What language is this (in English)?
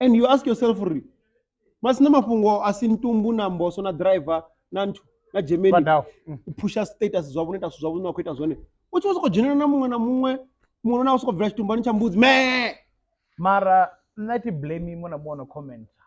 Venda